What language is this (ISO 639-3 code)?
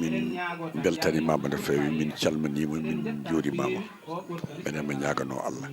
ful